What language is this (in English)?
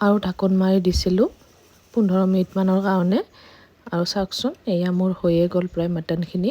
Assamese